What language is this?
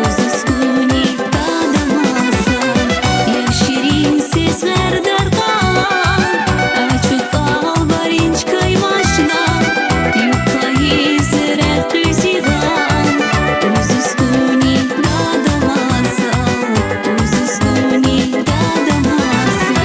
Tabassaran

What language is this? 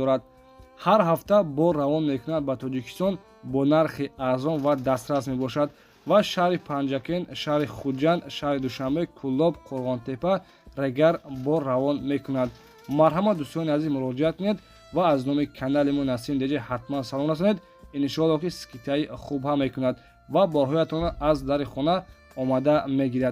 Tajik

